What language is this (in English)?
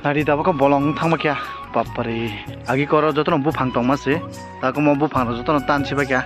Kok Borok